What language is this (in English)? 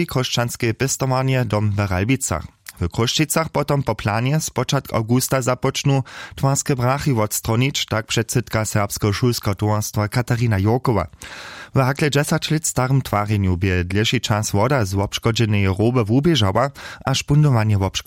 Upper Sorbian